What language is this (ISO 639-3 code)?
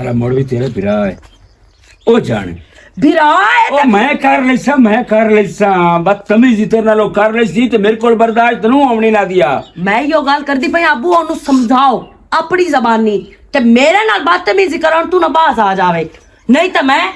lah